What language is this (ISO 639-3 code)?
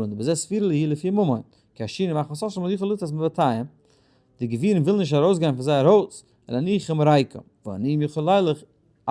yid